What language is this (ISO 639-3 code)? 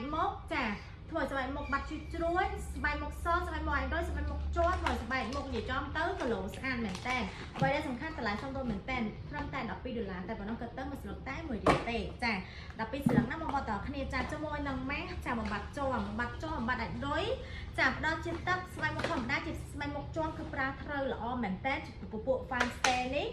khm